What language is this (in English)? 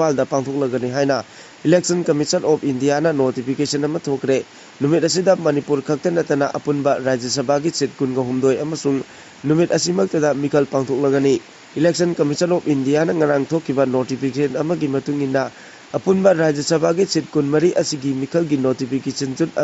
Manipuri